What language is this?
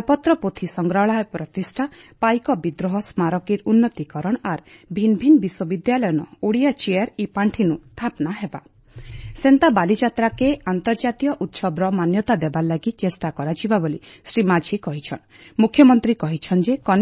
Odia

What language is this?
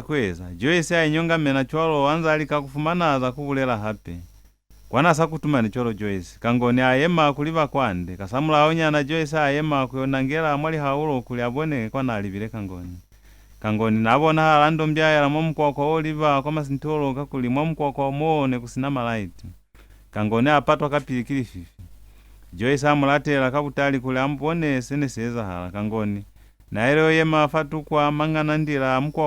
Lozi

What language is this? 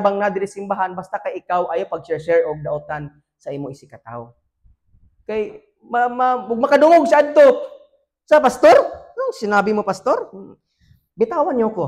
Cebuano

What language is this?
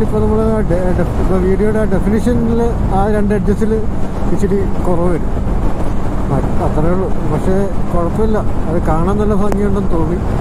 Malayalam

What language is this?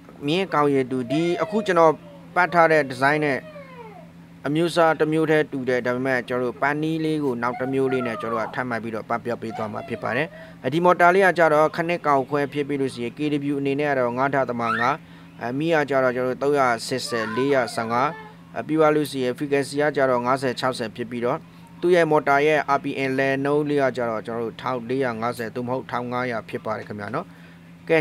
Burmese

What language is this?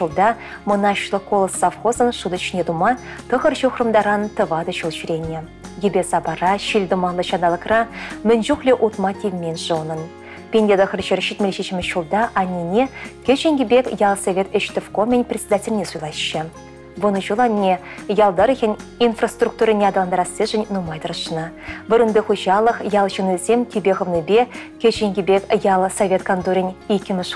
Chuvash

